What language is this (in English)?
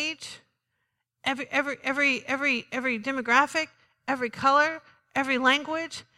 English